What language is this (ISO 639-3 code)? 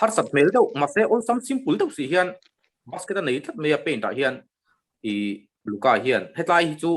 lus